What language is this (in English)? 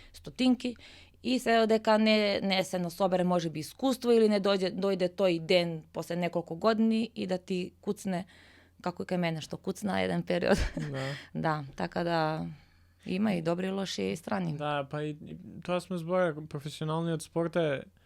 Macedonian